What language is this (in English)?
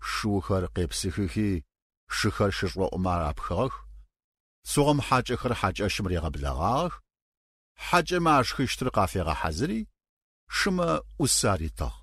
Adyghe